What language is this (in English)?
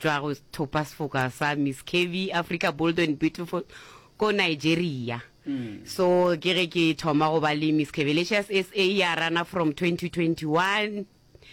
Northern Sotho